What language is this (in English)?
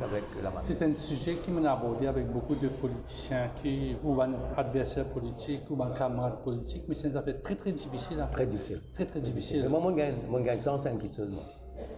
Morisyen